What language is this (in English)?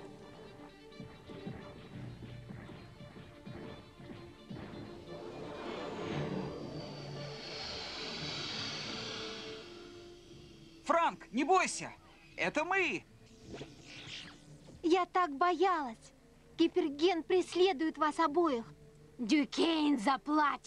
Russian